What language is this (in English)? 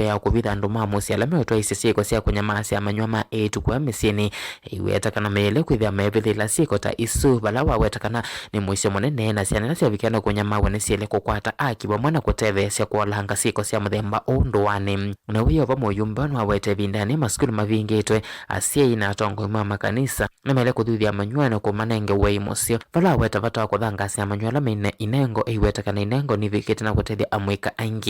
Kamba